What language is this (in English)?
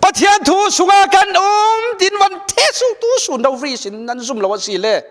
Falam Chin